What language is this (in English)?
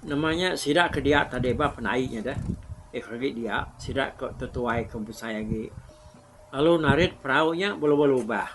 Iban